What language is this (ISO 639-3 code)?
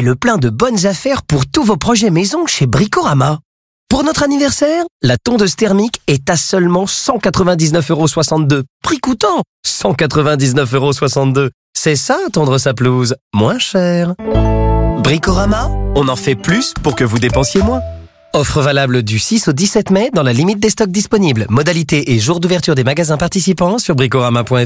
fra